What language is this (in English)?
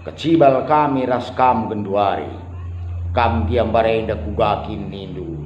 Batak Karo